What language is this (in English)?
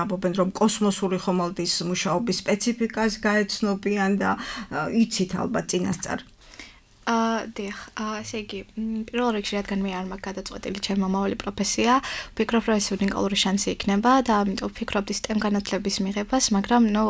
Georgian